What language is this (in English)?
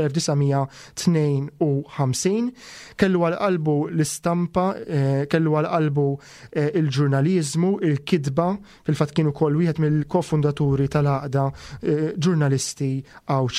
Maltese